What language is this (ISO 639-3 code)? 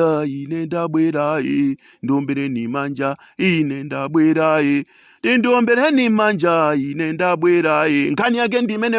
nya